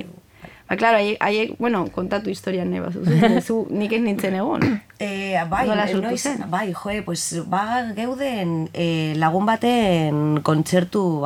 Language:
Basque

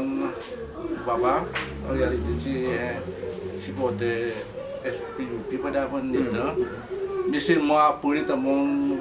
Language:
Seselwa Creole French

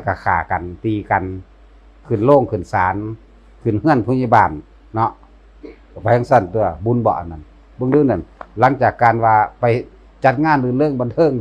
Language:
Northeastern Thai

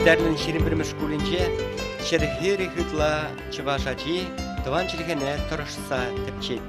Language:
Chuvash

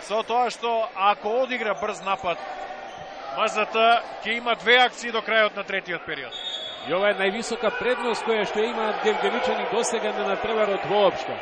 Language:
Macedonian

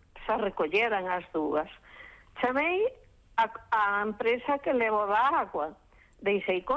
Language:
Galician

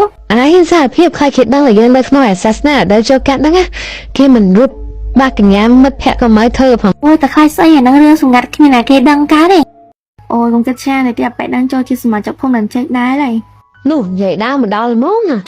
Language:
Khmer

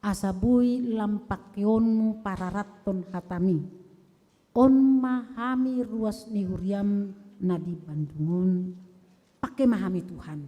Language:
Batak Toba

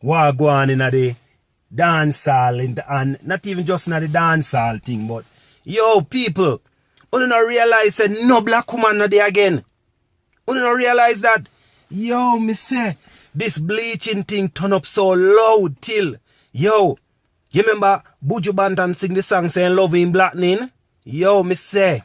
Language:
Jamaican Creole English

